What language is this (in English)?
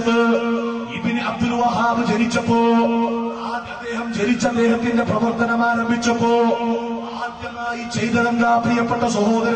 Malayalam